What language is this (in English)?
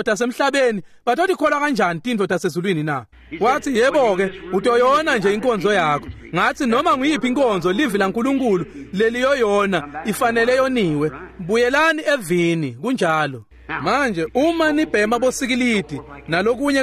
Swati